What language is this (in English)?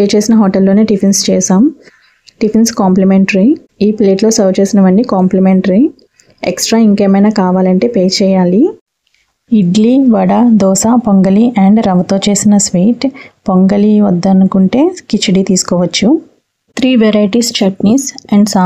Telugu